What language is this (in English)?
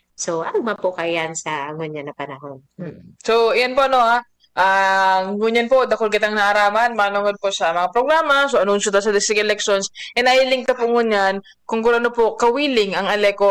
Bikol